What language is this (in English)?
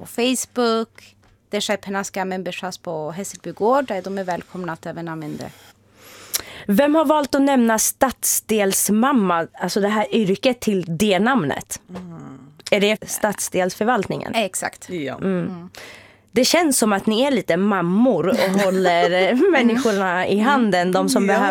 Swedish